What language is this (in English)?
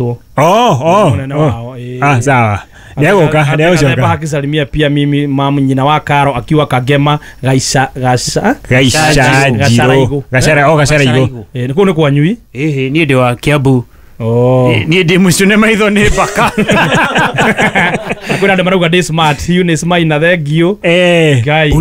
Kikuyu